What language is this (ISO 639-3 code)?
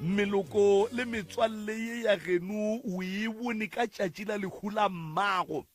nso